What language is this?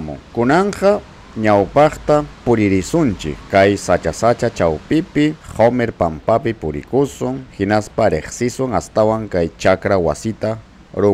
Ayacucho Quechua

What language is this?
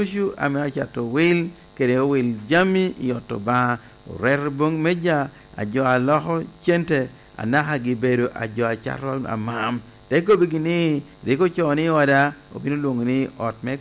Lango (Uganda)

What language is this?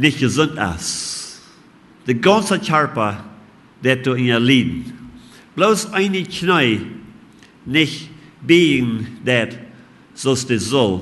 Plautdietsch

